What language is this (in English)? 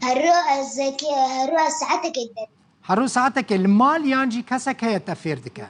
Kurdish